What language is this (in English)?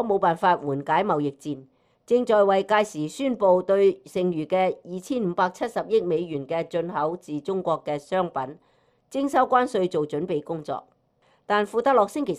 Cantonese